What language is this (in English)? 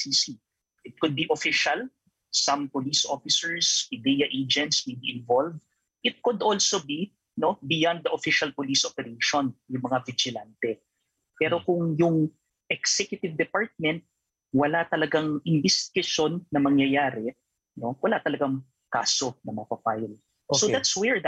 Filipino